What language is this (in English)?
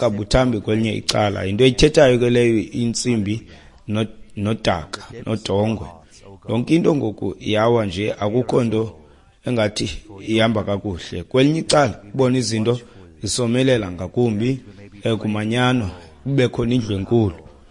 Xhosa